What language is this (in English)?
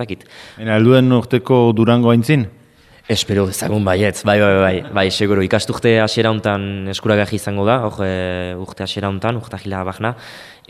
Basque